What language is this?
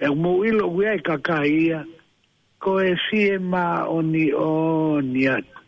Tongan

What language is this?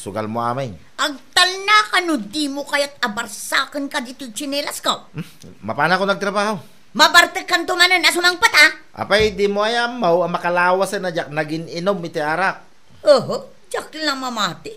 Iloko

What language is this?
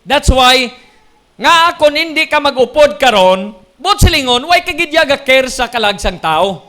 Hiligaynon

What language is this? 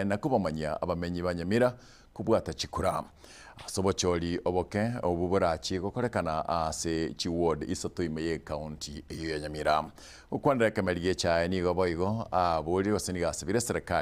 Gusii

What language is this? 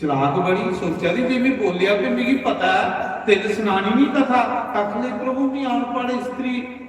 Dogri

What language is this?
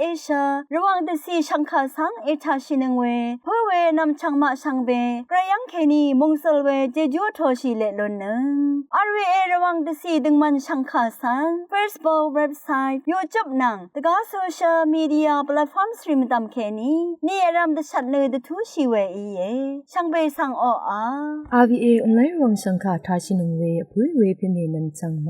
Rawang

